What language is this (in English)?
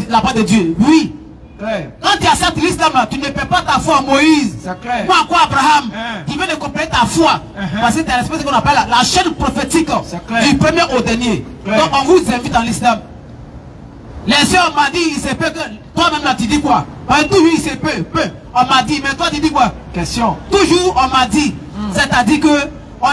French